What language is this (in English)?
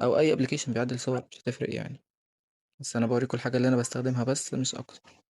Egyptian Arabic